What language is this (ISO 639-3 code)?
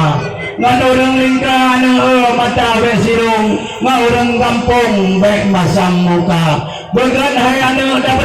ace